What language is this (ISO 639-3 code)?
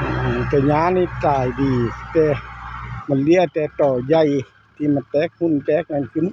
lao